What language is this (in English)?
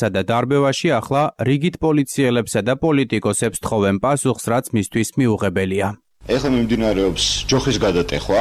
Georgian